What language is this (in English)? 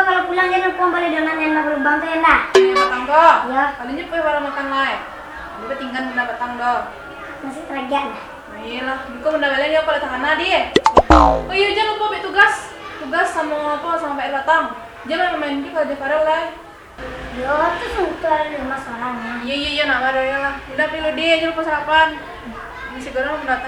Minangkabau